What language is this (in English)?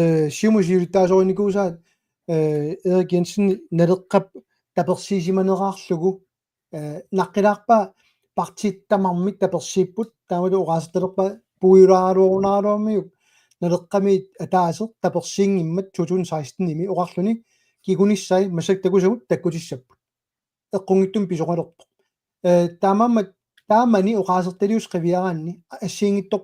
Kalaallisut